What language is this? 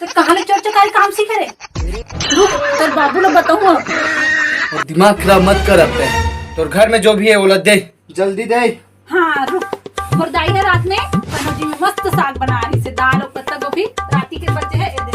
Chhattisgarhi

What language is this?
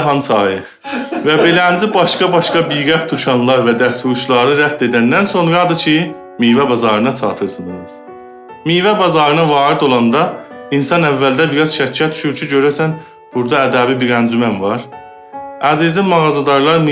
South Azerbaijani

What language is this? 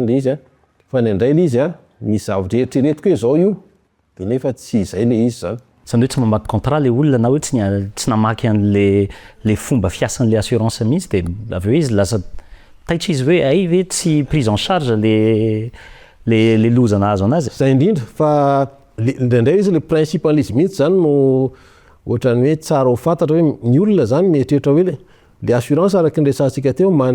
Malagasy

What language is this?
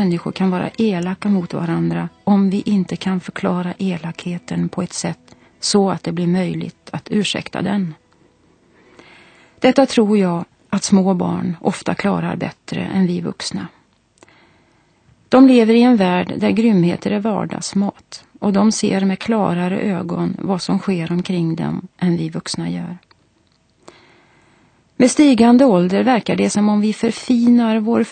Swedish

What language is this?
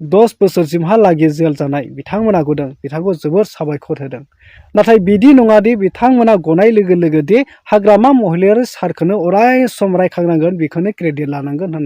Bodo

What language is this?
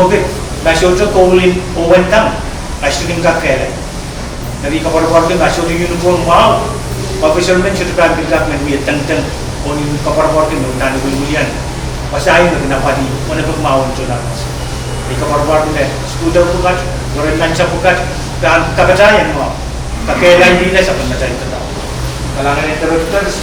Pohnpeian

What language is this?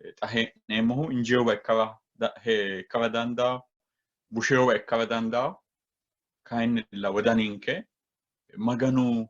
Sidamo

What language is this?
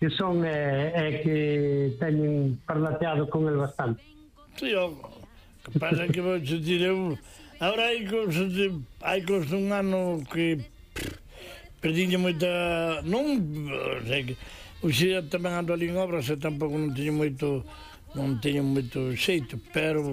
Galician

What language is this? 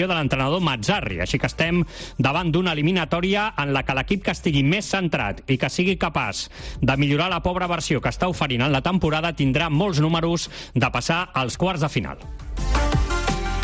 Catalan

